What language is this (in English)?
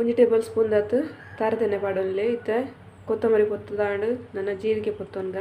Tulu